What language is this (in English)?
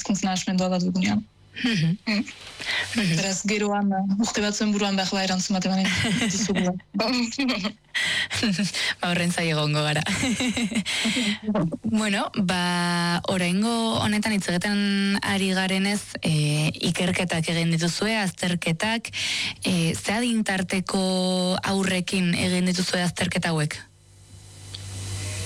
Basque